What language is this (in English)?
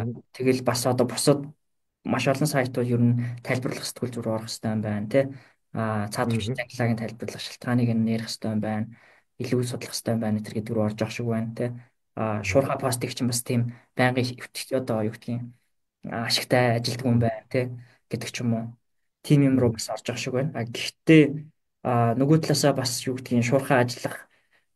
Mongolian